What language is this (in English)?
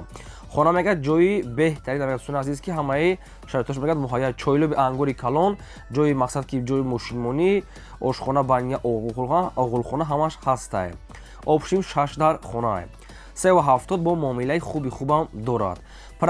Tajik